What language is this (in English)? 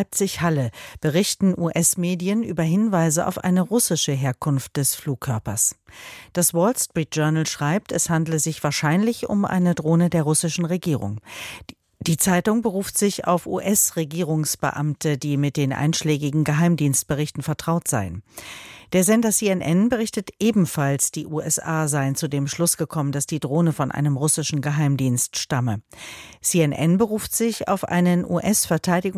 German